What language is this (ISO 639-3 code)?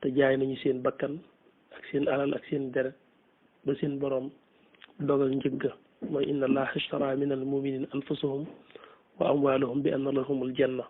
wol